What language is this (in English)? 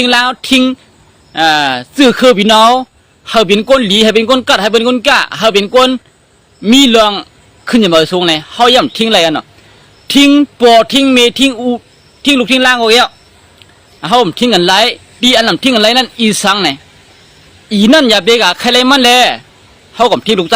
Shan